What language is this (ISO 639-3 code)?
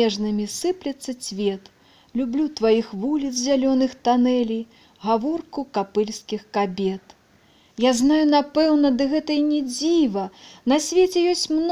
bel